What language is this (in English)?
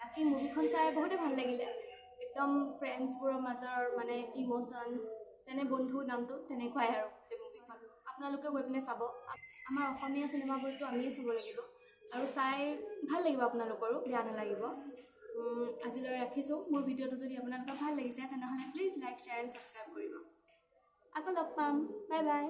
Assamese